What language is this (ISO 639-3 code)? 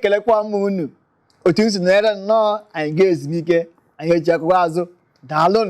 ibo